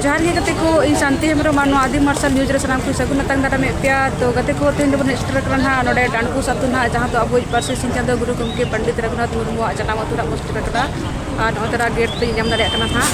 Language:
Santali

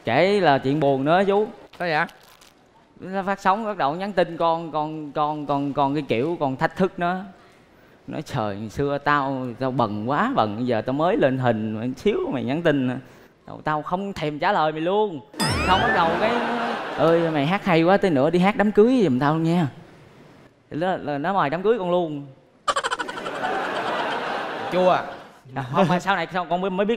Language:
Vietnamese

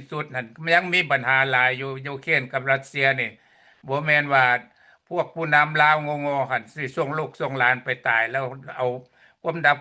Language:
Lao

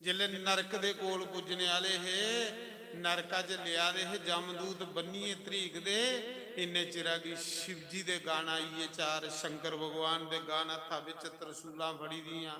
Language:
Dogri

